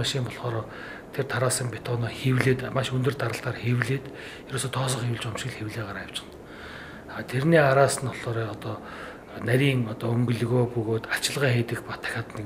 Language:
Mongolian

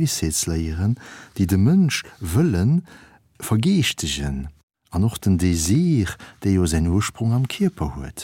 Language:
Luxembourgish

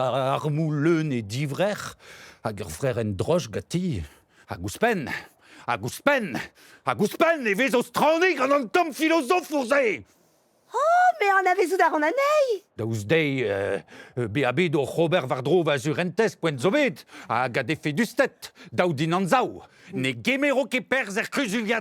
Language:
Breton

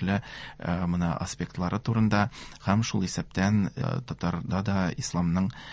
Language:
Tatar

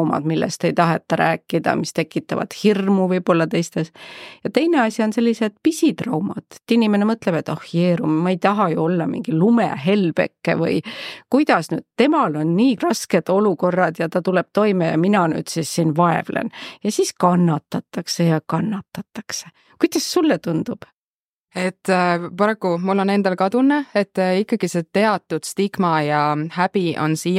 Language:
Estonian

